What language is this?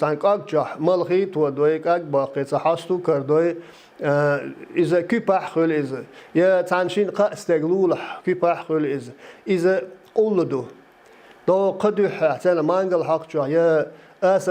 Chechen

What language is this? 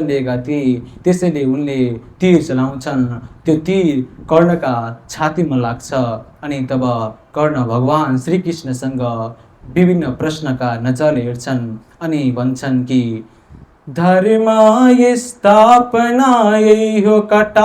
Nepali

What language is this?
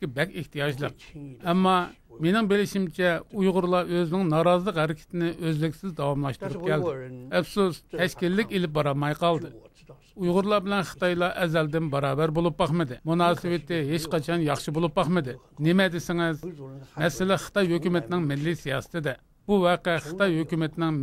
Uyghur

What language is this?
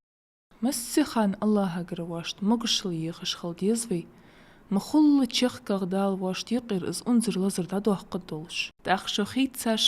Ingush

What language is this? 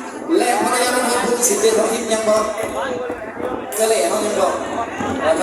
Lao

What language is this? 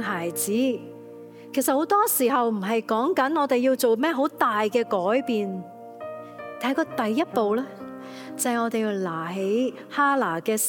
Cantonese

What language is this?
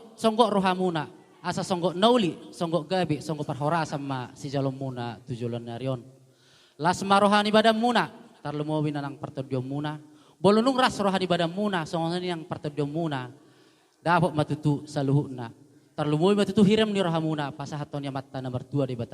Batak Toba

